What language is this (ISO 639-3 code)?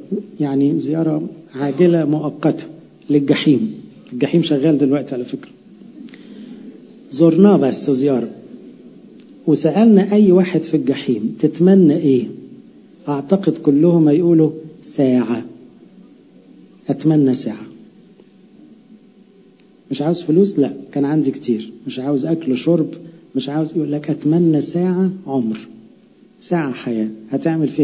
arz